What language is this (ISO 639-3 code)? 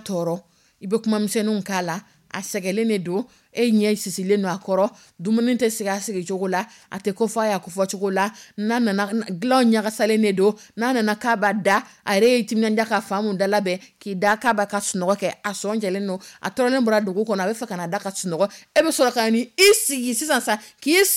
dyu